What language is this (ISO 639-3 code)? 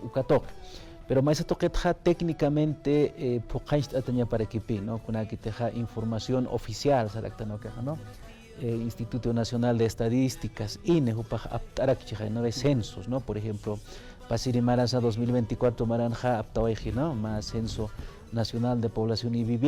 aym